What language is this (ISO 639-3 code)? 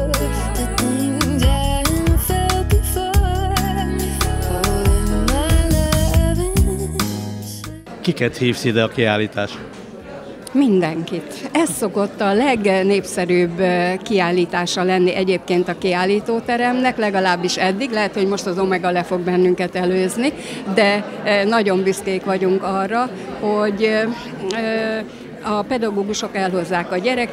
hun